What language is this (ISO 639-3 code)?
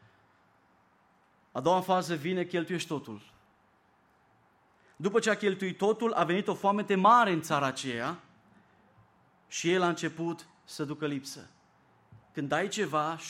ron